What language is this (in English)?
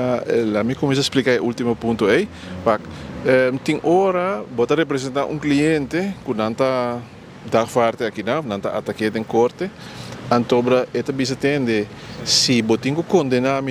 Papiamento